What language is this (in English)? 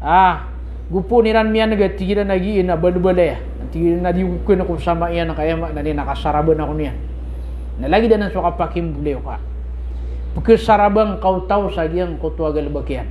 Maranao